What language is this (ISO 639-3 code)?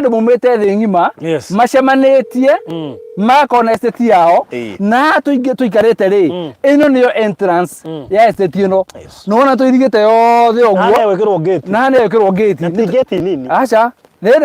kik